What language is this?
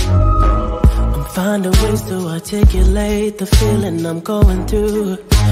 English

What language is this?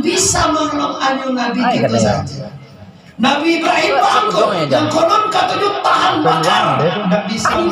Minangkabau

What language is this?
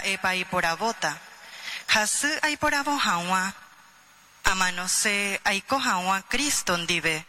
Guarani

